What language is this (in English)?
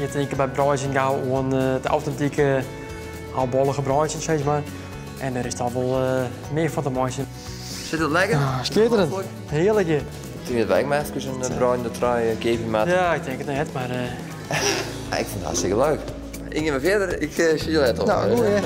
Western Frisian